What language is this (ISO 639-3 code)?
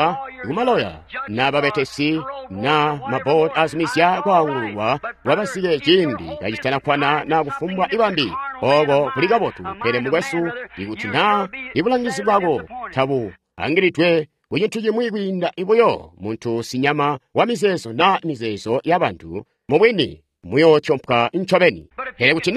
toi